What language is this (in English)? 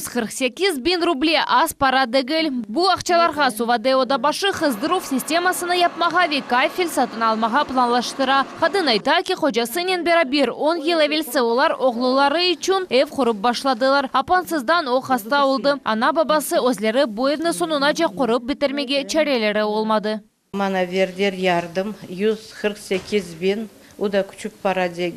Crimean Tatar